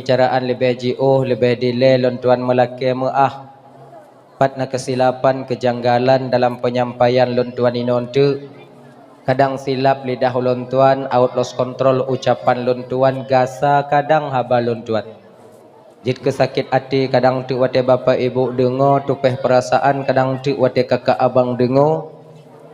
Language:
Achinese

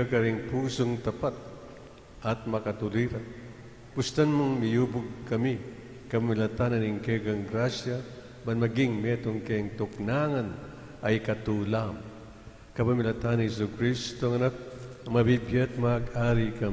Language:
Pampanga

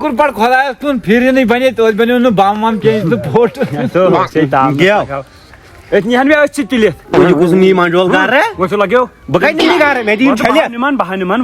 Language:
Kashmiri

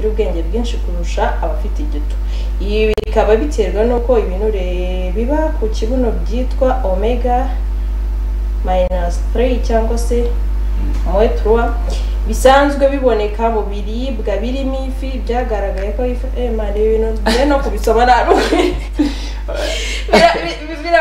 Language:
Kinyarwanda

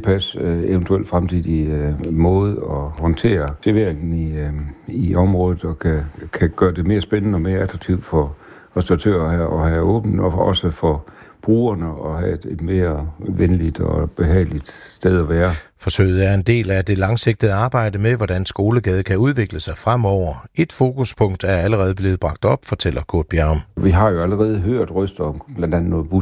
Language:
Danish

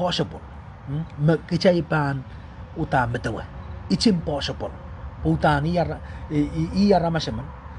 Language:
Pohnpeian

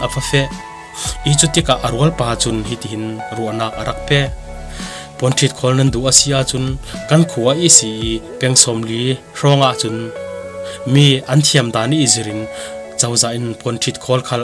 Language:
Falam Chin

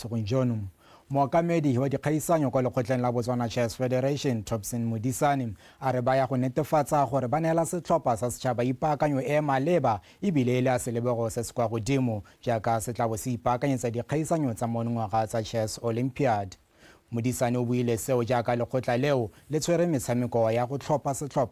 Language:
Tswana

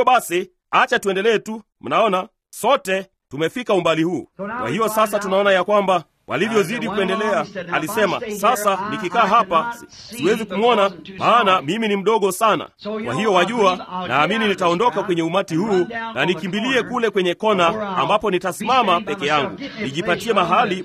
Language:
Swahili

